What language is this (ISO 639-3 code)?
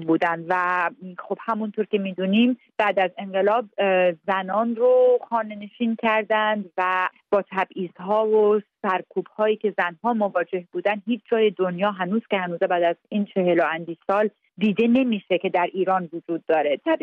fas